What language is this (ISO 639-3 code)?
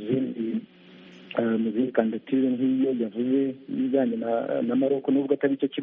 kin